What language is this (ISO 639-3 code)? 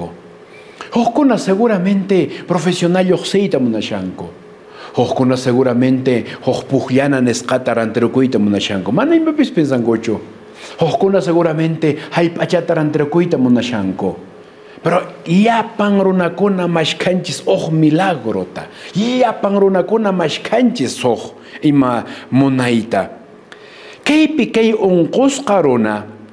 que